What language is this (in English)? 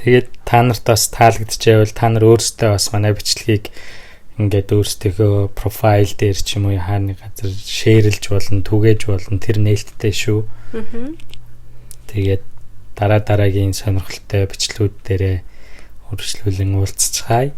Mongolian